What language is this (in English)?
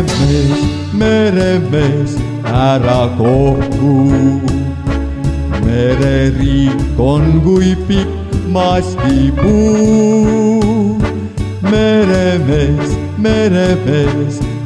Estonian